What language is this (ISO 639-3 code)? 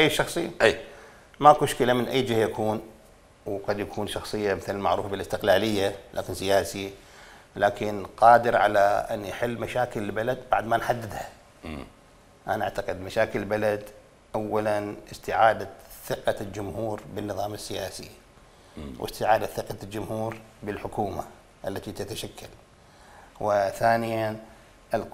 acm